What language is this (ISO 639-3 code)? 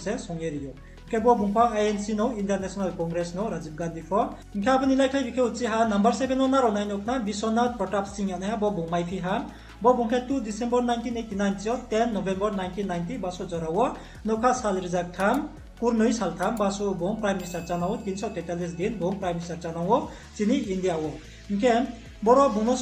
ria